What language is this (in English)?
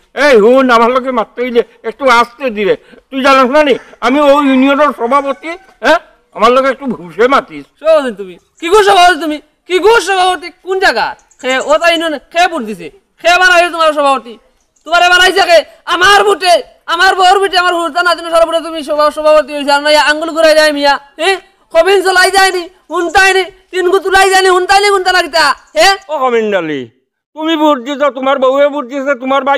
Sylheti